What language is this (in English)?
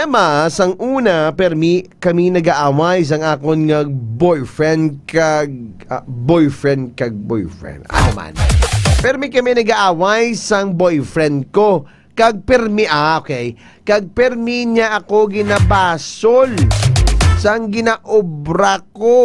Hiligaynon